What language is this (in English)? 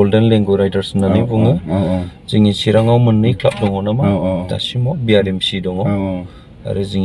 Bodo